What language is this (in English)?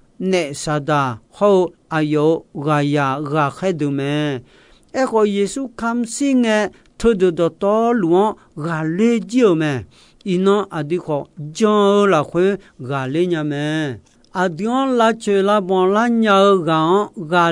Akha